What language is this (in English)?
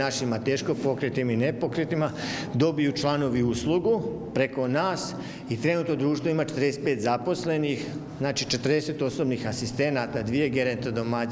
Croatian